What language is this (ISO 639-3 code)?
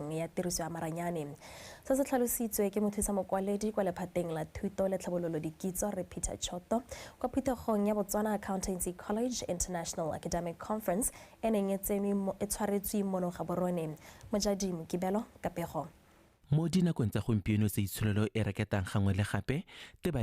tsn